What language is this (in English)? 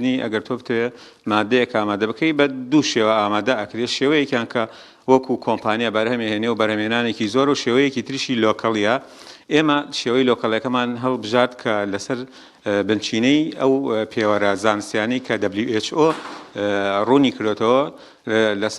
Central Kurdish